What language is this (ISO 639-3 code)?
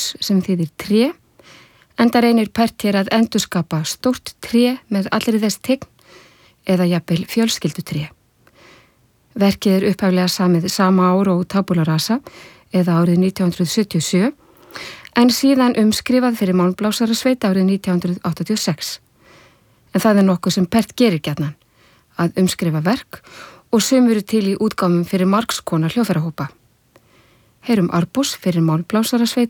isl